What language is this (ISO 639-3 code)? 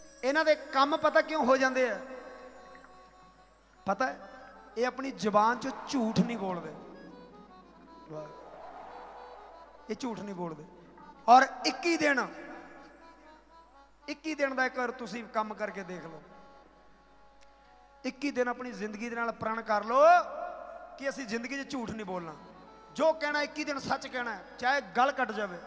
pan